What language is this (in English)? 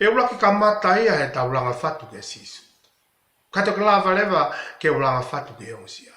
Tongan